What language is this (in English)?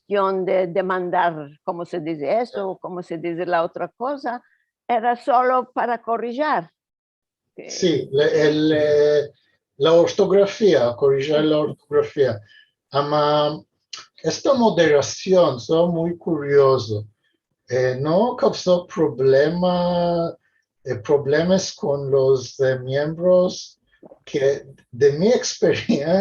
Ladino